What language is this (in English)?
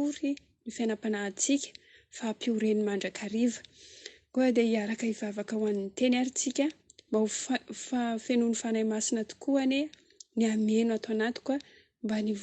Malagasy